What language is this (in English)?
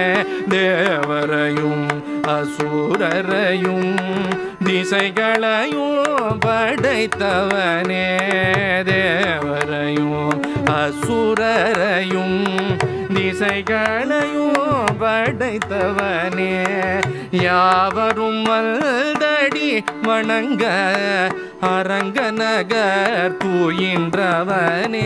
Tamil